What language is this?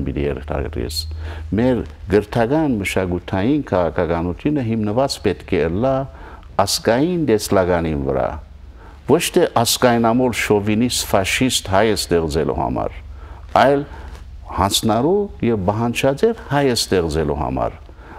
Western Armenian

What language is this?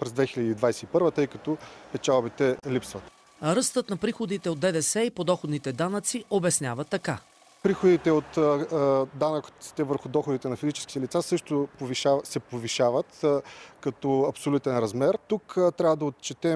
Bulgarian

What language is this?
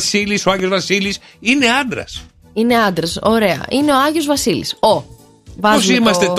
Greek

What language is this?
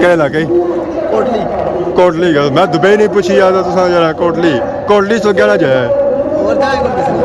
Pahari-Potwari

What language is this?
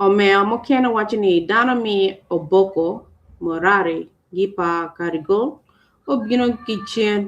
Acoli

